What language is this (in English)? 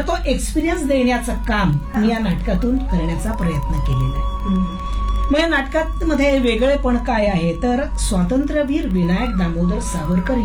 Marathi